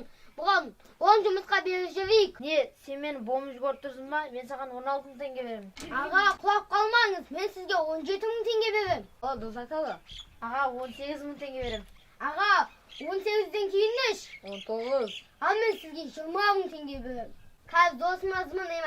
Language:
Kazakh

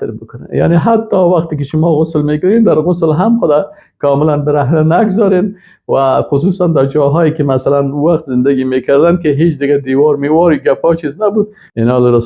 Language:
Persian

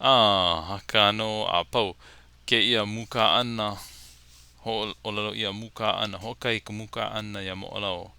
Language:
Hawaiian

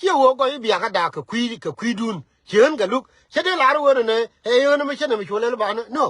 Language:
Nuer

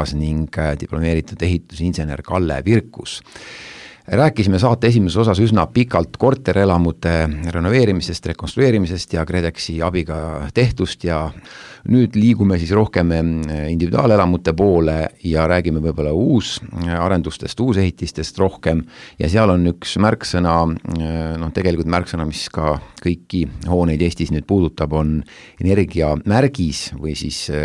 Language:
Estonian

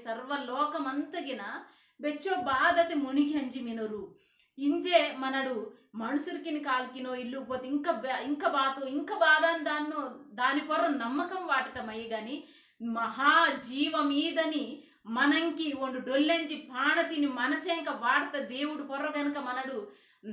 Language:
Koya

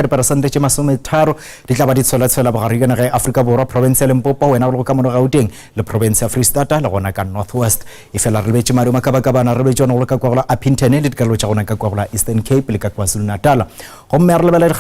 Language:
Northern Sotho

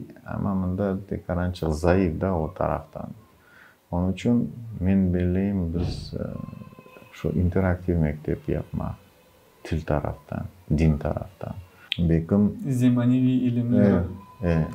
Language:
Crimean Tatar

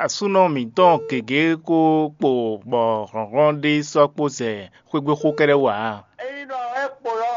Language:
Fon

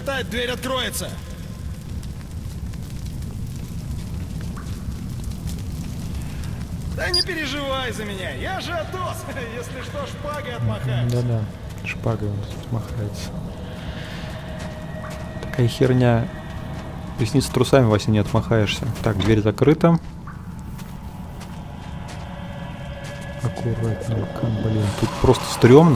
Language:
Russian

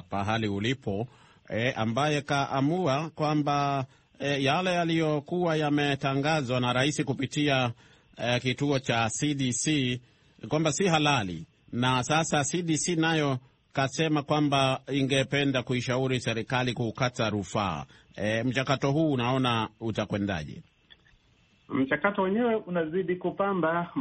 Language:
Swahili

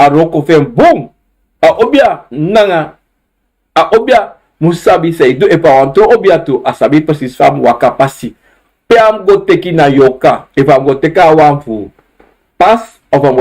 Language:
Sranan Tongo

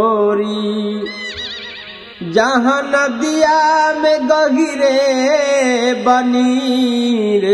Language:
Bhojpuri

